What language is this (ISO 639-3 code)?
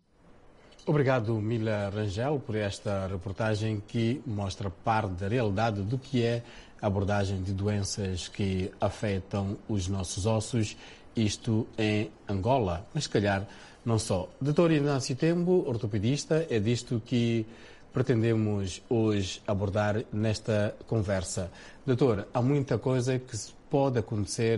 por